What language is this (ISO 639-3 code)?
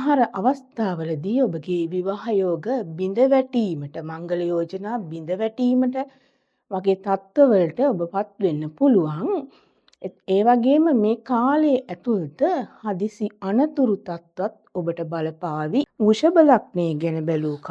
sin